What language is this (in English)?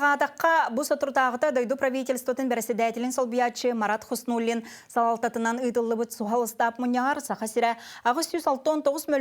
Yakut